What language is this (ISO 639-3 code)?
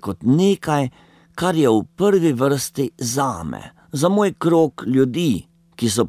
slv